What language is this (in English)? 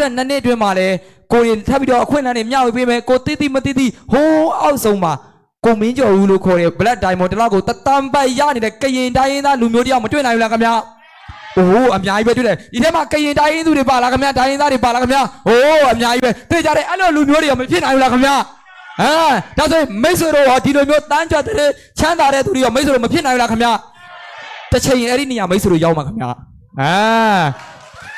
Burmese